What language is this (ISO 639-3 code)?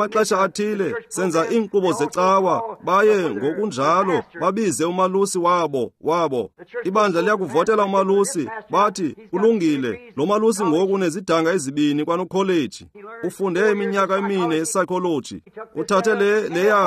xho